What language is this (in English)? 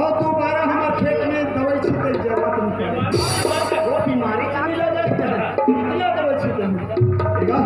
Chhattisgarhi